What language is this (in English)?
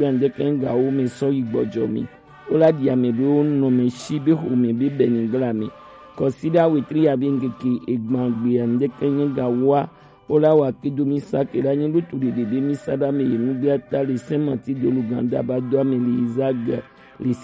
Gen